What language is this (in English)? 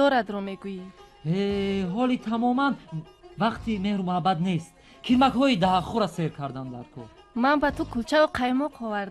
Tajik